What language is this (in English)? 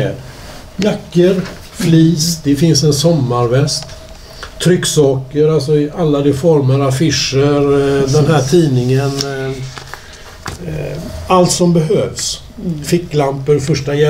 Swedish